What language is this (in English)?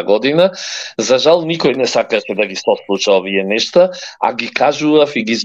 Macedonian